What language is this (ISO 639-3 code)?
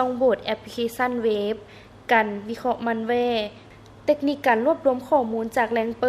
lao